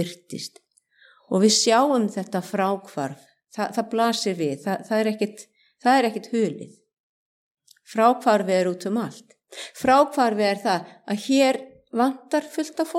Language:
Icelandic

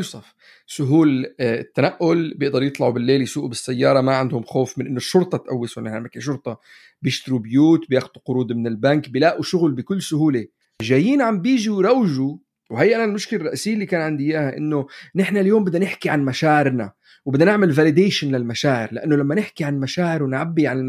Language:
North Levantine Arabic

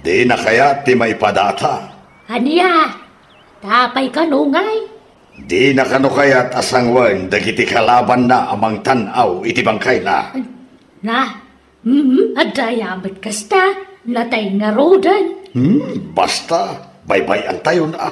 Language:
Iloko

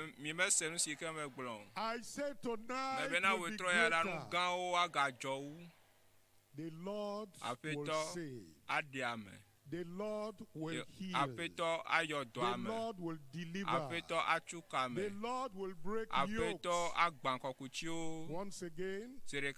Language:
Ewe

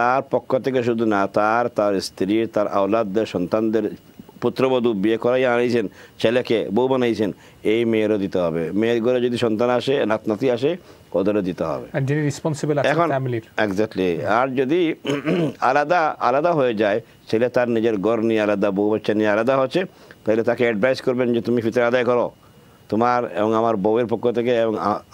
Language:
Bangla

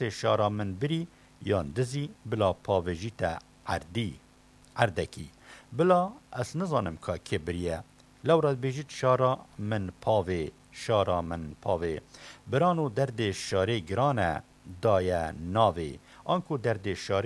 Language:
Kurdish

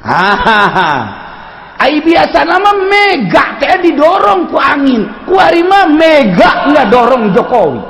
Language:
Sundanese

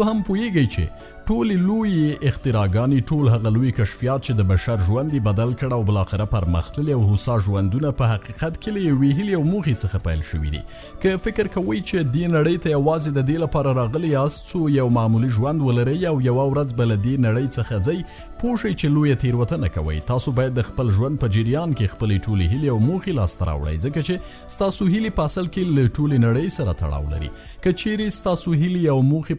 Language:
Pashto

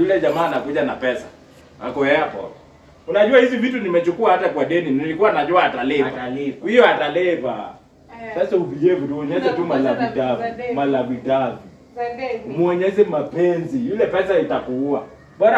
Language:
Swahili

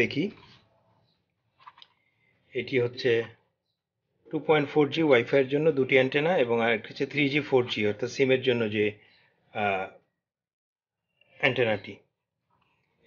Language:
Bangla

